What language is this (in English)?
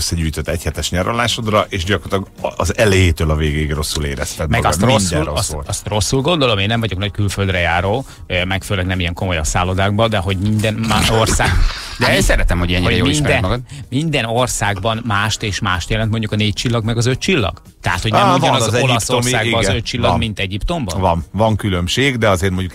Hungarian